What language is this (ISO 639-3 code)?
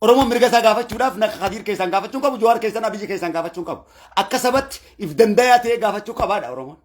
orm